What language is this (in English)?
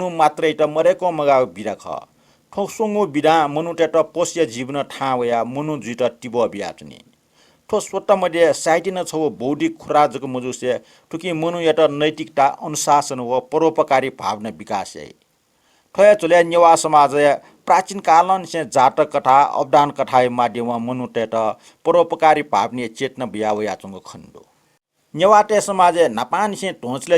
Newari